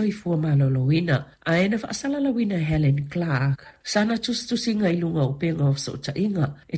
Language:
Samoan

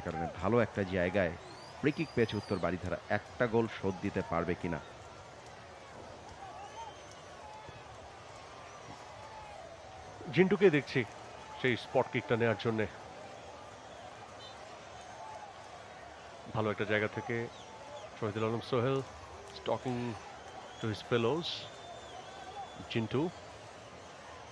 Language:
Bangla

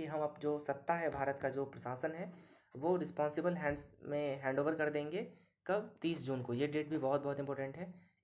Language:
Hindi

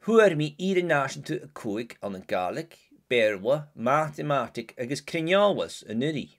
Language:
Scottish Gaelic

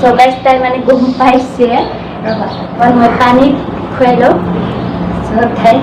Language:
Assamese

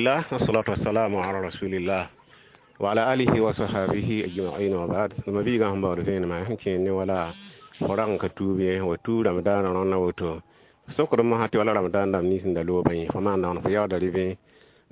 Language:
Mossi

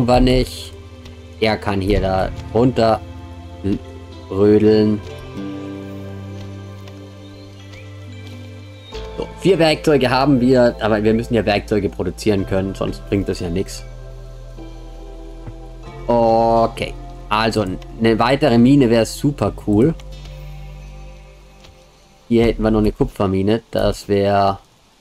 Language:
German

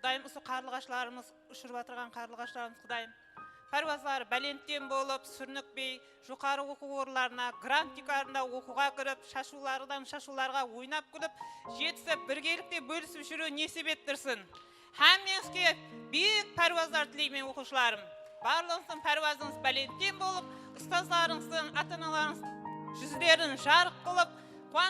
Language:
Kara-Kalpak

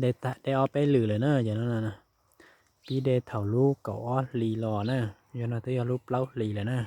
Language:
Hmong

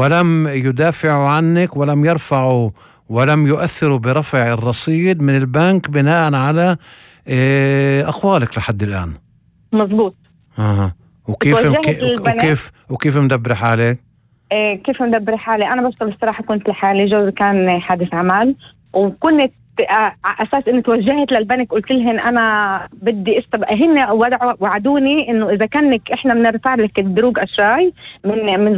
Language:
North Levantine Arabic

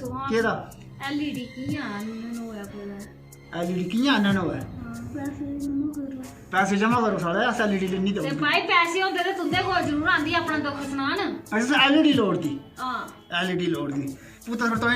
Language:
Dogri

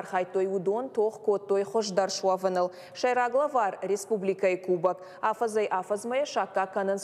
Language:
Ossetic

